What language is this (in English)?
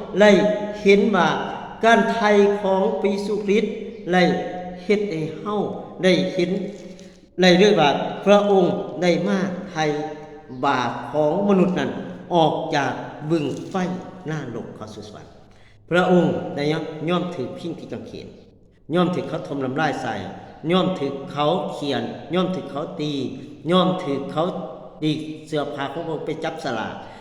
Lao